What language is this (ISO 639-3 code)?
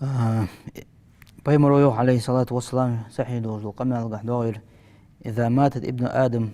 inh